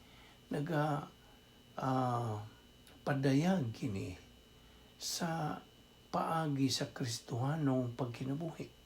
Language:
Cebuano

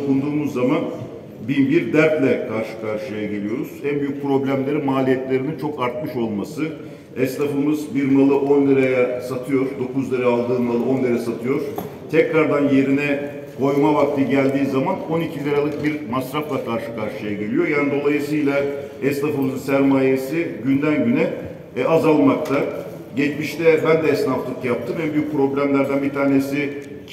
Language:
Turkish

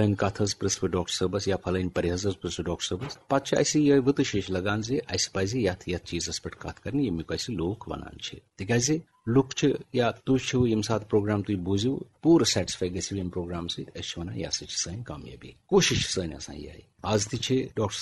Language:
Kashmiri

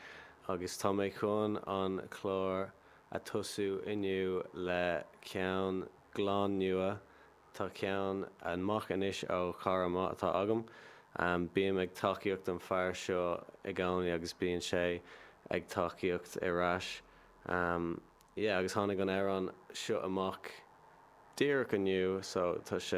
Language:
Irish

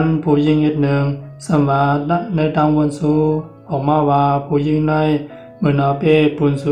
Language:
Shan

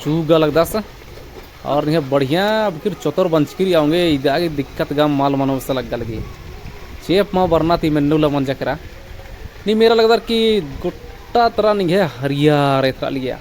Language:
Kurukh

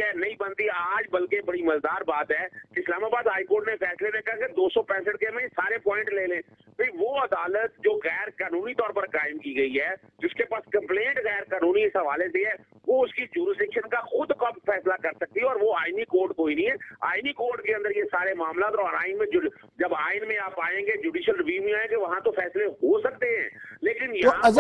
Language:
Urdu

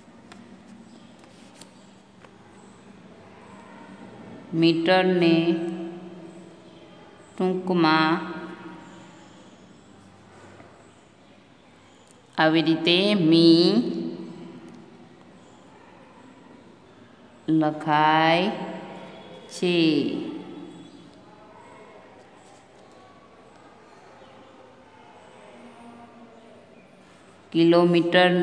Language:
Gujarati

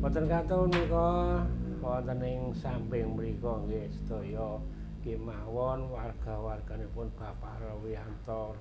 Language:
Javanese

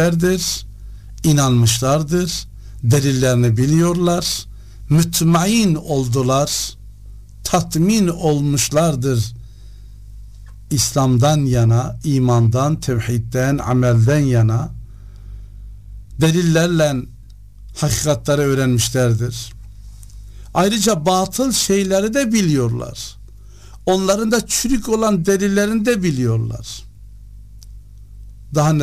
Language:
Turkish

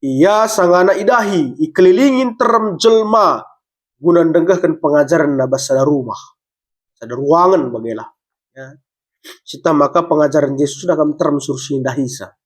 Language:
Batak Karo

